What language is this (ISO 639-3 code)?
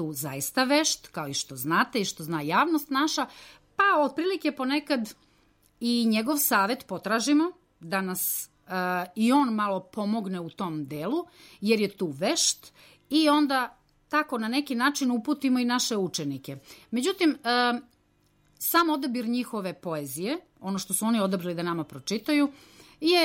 srp